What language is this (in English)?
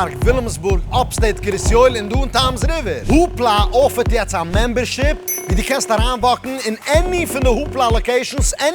Yiddish